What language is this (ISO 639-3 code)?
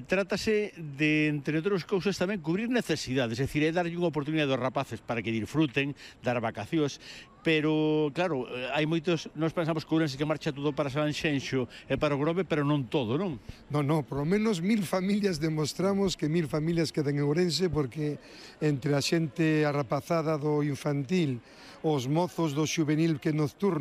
glg